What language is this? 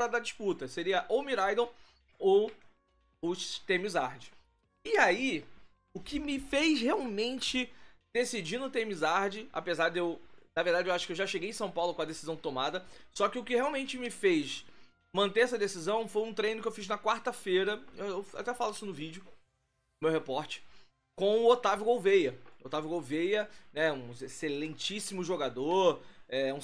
Portuguese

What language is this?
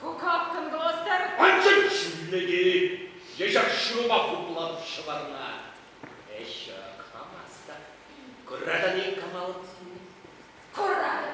Chuvash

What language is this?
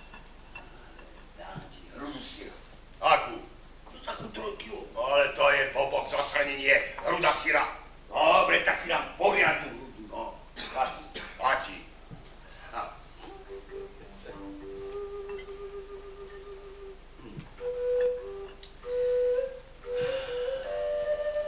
Slovak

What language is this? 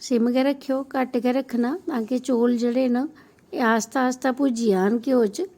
Dogri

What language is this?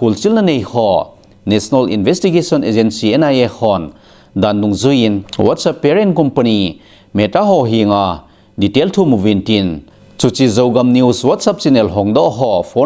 Thado Chin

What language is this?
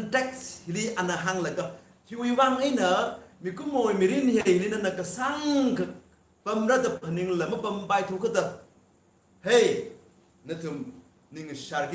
Tangkhul Naga (India)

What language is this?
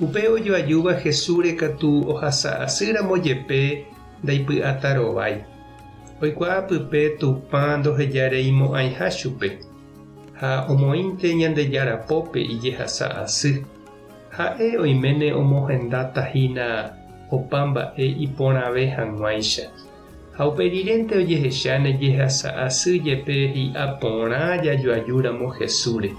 Guarani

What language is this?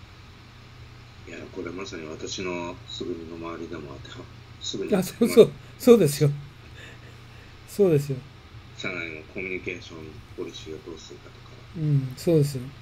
Japanese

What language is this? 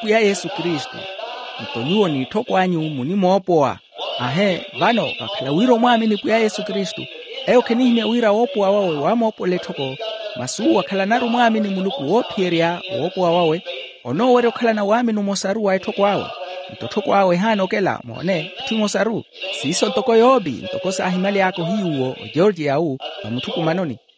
Makhuwa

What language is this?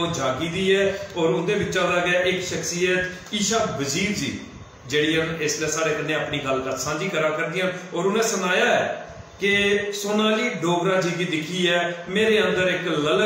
Dogri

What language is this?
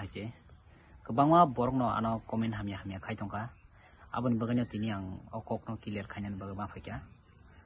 Kok Borok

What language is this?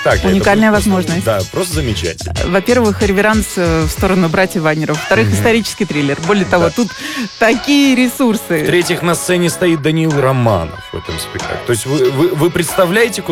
Russian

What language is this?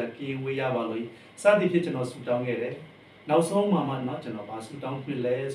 Burmese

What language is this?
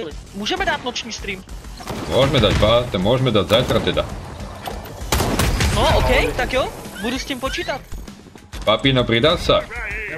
Slovak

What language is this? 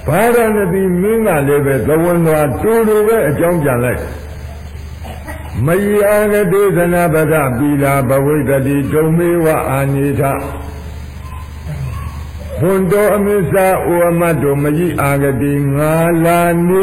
Burmese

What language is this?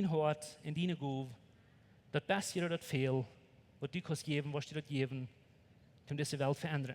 Plautdietsch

